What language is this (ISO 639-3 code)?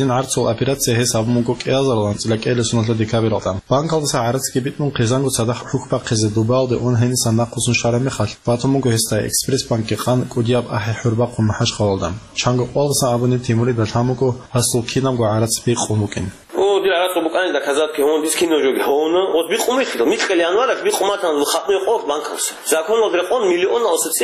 ava